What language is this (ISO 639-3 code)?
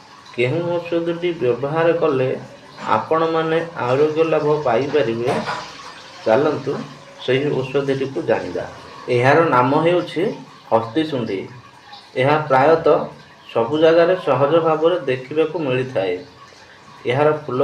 ori